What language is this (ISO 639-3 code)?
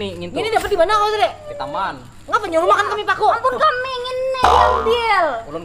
bjn